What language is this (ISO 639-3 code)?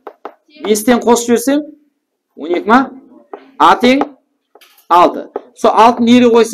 kaa